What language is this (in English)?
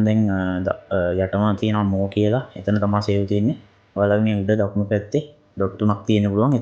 Sinhala